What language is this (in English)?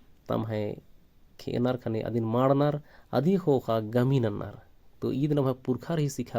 Kurukh